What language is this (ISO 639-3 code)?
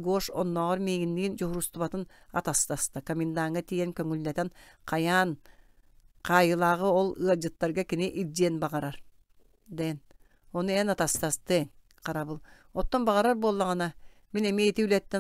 sah